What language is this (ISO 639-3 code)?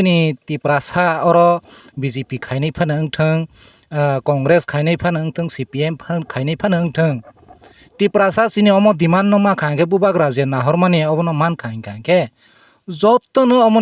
trp